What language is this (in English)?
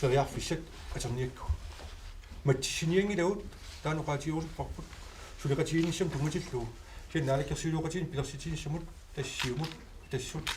Kalaallisut